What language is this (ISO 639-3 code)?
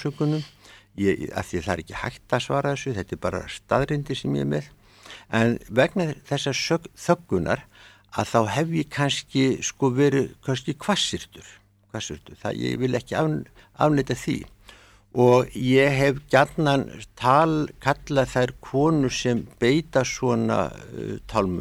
isl